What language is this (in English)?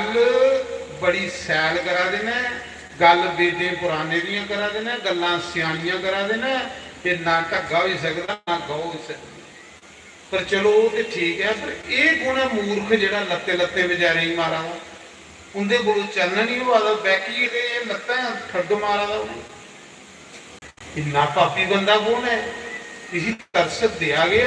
Dogri